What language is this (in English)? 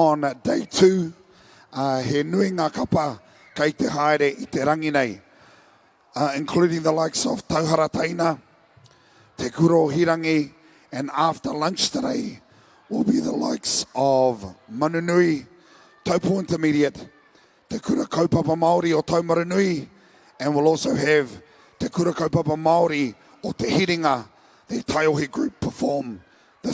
Māori